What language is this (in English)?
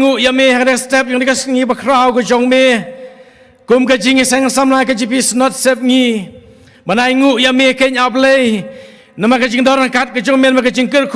Khasi